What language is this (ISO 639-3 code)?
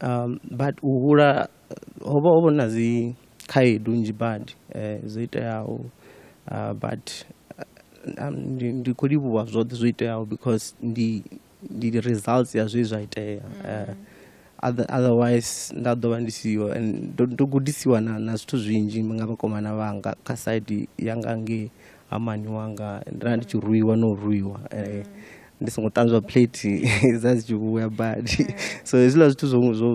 ven